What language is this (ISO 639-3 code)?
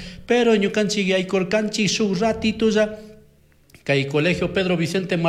qug